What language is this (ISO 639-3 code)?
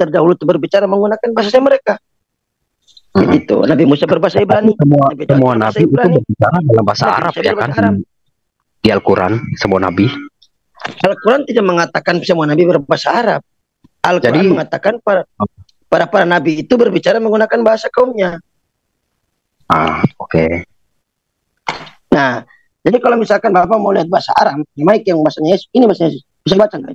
ind